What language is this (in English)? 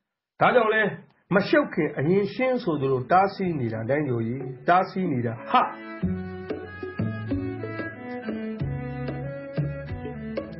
Burmese